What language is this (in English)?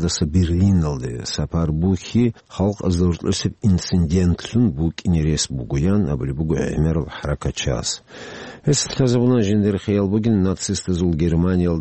Avaric